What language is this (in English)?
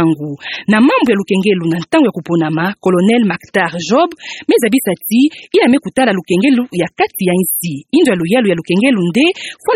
Kituba (Democratic Republic of Congo)